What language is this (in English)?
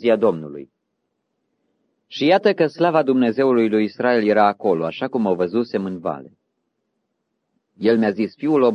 Romanian